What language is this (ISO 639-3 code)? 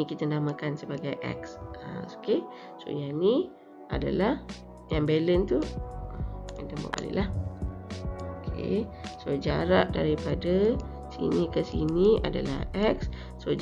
msa